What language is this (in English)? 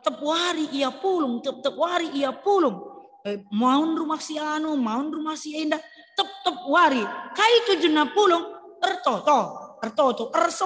Batak Karo